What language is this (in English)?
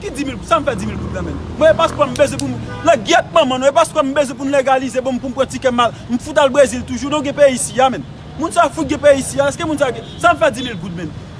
Haitian Creole